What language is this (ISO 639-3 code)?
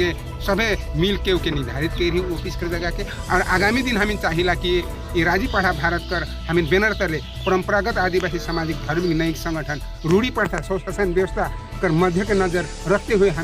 sck